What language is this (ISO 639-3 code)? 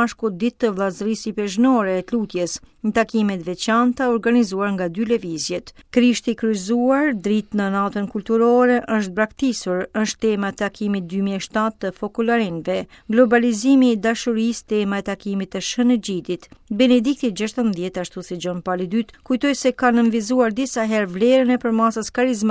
sqi